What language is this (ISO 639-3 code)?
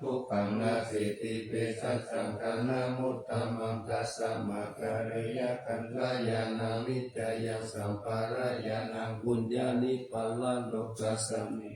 pli